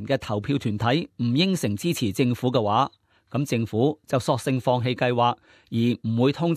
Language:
Cantonese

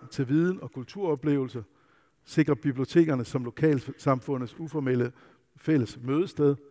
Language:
Danish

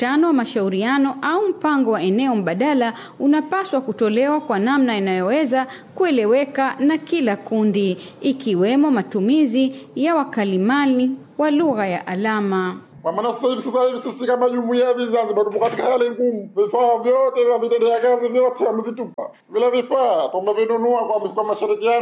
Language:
Swahili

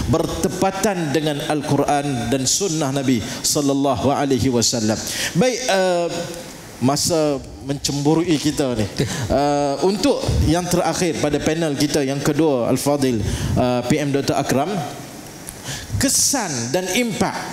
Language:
Malay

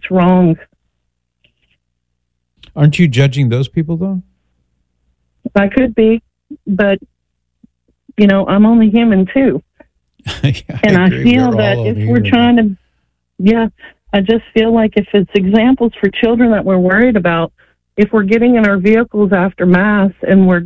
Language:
English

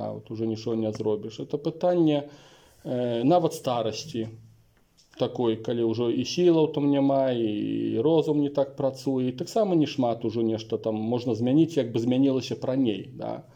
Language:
Belarusian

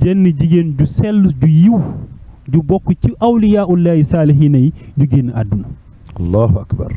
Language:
Wolof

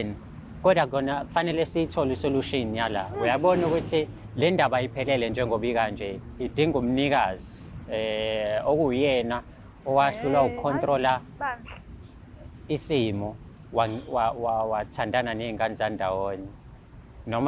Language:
Zulu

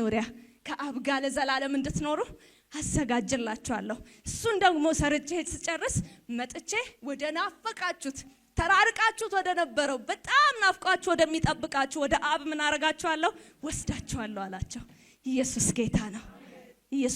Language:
Amharic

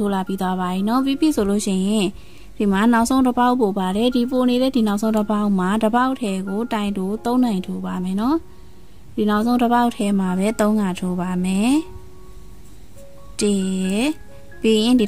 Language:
Burmese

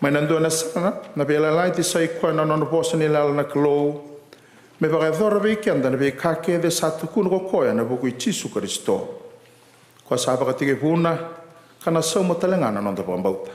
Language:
Fijian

